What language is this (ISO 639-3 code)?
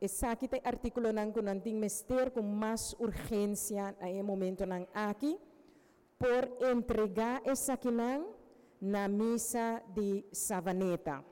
pap